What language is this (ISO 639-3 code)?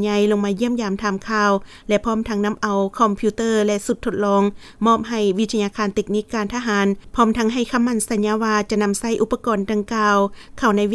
lao